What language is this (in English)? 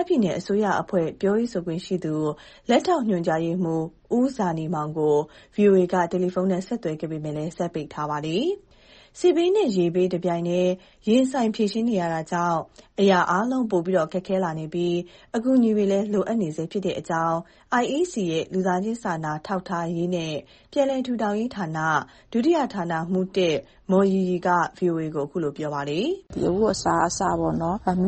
Burmese